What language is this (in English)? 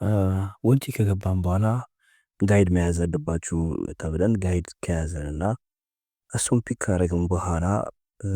Amharic